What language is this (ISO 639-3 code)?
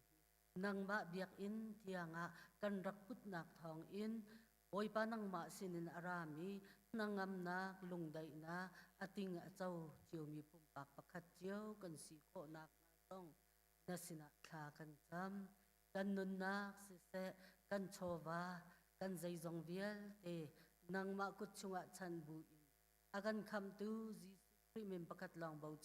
cnh